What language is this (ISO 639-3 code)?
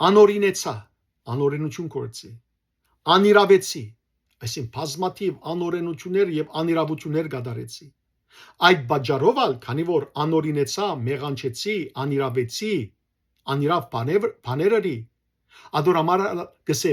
hyw